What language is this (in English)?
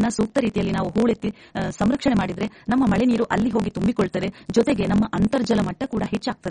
Kannada